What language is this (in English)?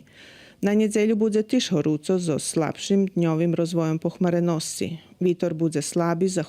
Rusyn